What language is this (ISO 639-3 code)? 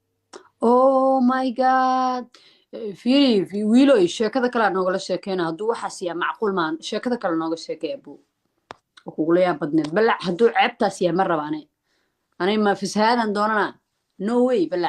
som